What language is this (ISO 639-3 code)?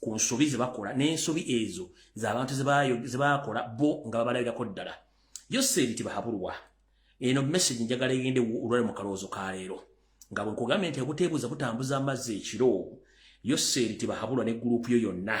lug